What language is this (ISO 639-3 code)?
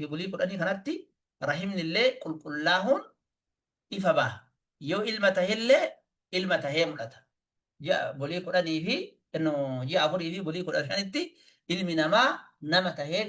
orm